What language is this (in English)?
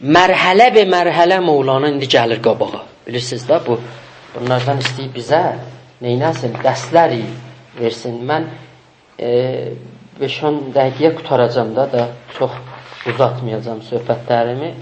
South Azerbaijani